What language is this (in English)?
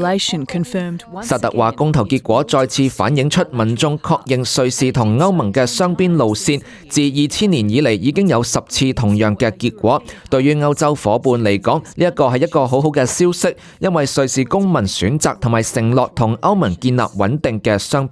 Cantonese